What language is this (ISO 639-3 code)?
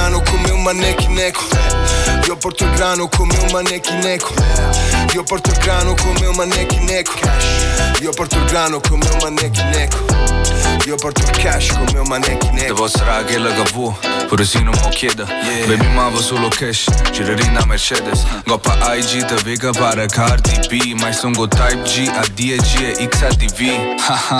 ita